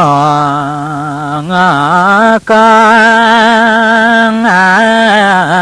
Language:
Balinese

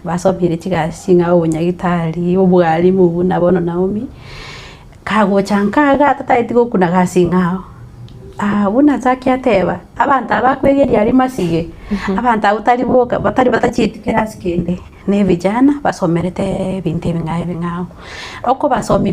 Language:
Gusii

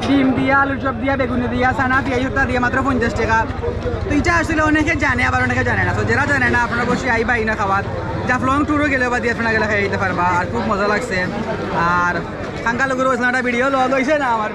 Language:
Sylheti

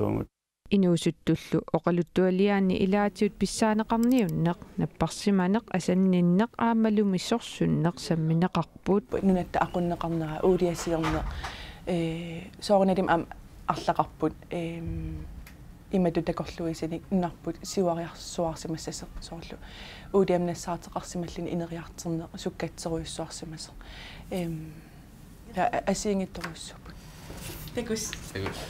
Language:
Kalaallisut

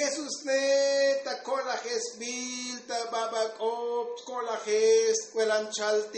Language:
Tzotzil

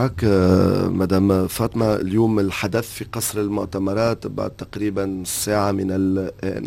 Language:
Tunisian Arabic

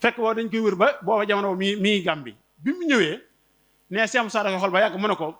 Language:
Wolof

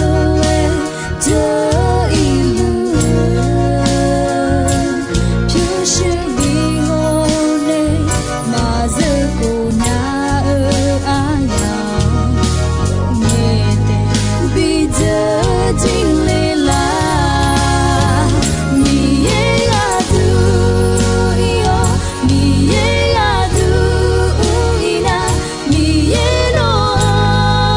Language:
Akha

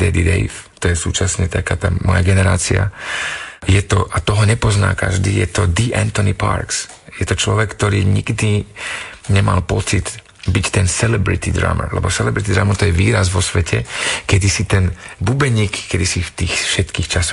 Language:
Slovak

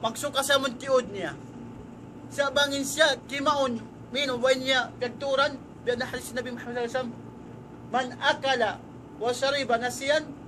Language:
Tausug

